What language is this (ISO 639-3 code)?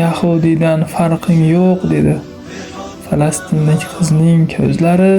uzb